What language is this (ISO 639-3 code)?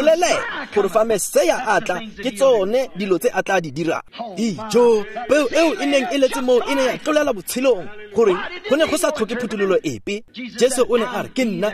tsn